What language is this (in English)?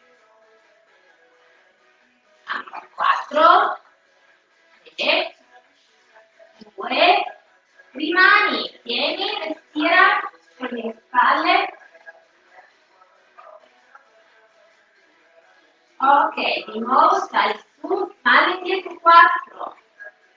Italian